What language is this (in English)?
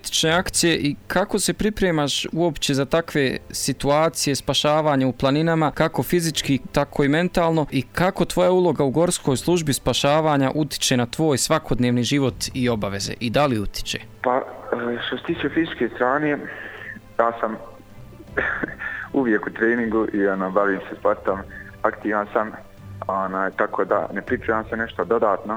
Bosnian